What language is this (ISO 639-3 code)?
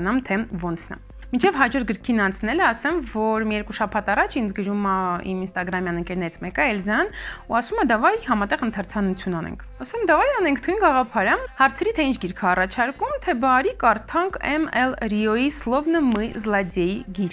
hye